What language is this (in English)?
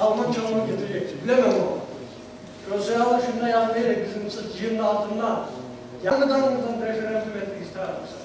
Kumyk